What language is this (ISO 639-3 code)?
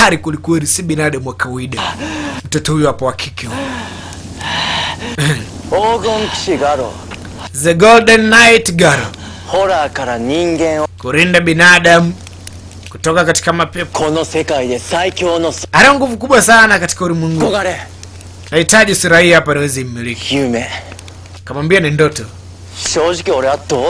swa